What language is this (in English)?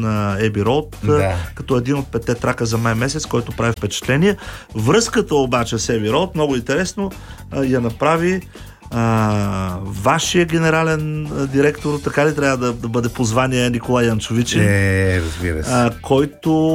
Bulgarian